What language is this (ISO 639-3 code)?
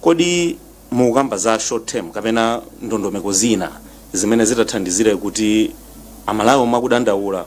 nya